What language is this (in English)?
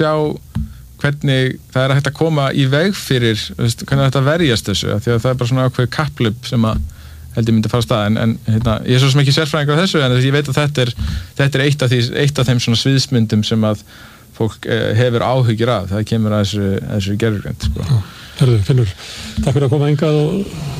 Icelandic